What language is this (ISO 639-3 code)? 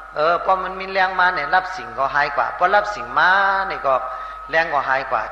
shn